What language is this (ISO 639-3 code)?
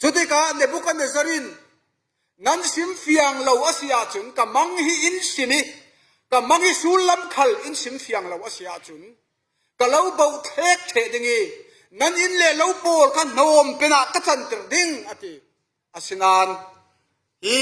cfm